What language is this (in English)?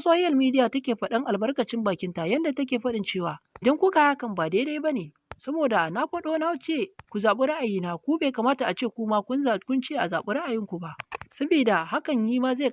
Hausa